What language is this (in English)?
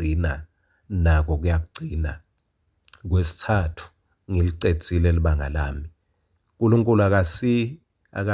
Swati